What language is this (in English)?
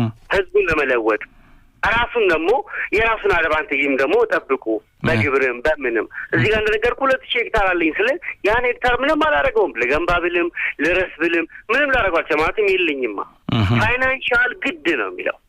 Amharic